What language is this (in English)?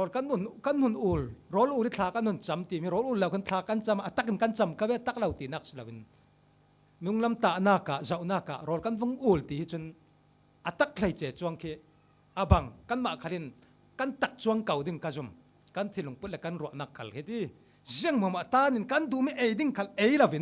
Falam Chin